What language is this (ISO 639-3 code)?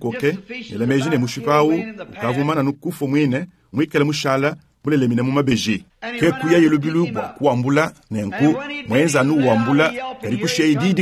lua